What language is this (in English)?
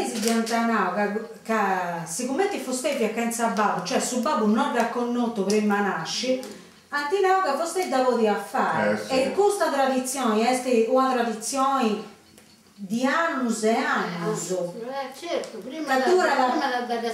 Sardinian